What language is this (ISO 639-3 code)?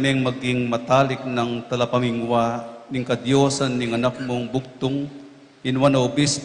pam